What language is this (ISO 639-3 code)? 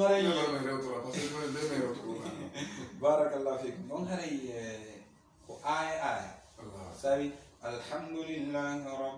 fuf